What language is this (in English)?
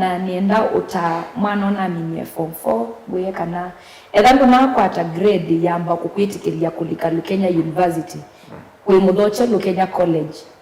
Kamba